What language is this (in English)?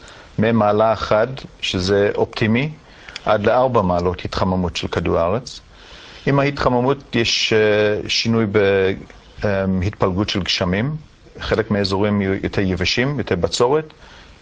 Hebrew